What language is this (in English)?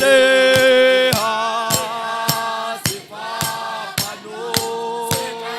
Southern Sotho